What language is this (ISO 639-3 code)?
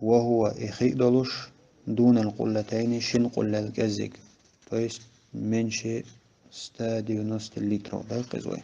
che